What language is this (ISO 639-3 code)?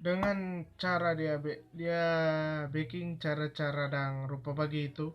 xmm